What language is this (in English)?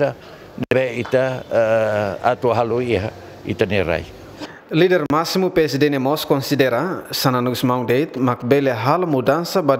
Tetum